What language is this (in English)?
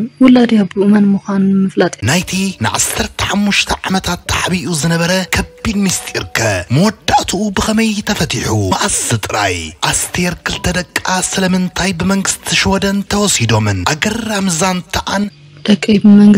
Tigrinya